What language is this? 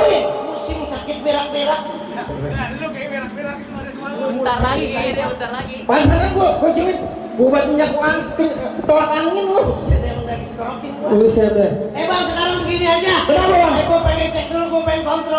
Betawi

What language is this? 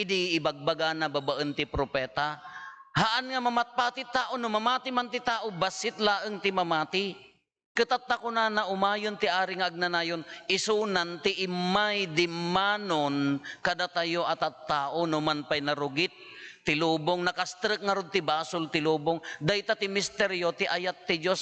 Iloko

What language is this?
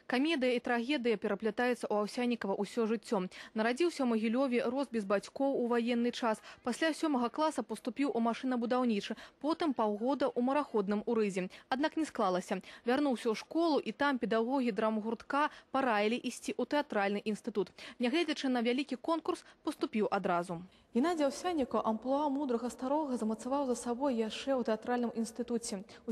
Belarusian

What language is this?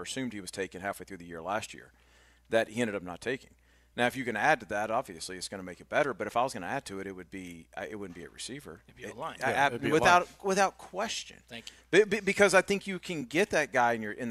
English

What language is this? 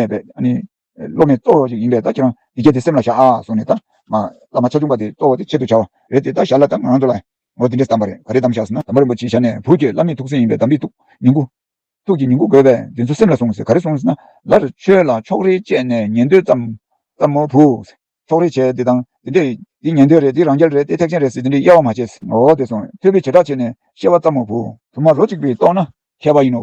Tibetan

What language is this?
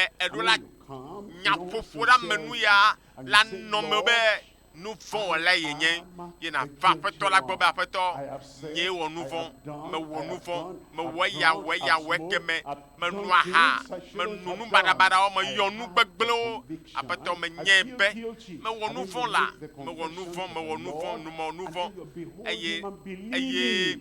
Ewe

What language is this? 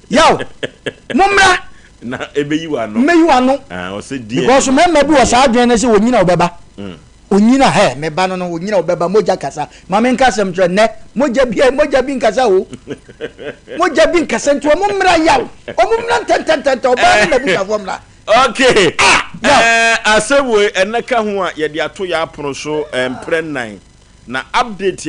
Akan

